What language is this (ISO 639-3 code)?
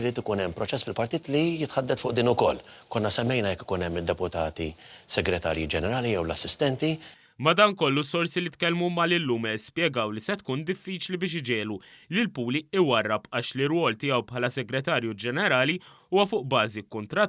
mlt